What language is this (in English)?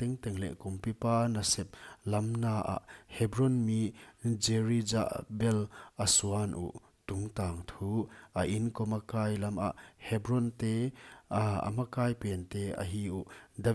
Paite Chin